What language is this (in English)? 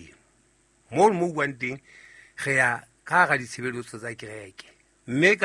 Southern Sotho